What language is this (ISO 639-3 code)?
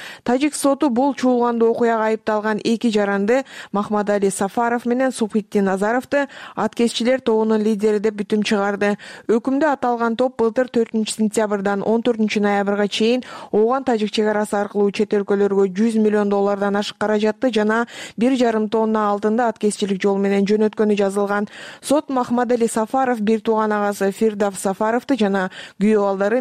kir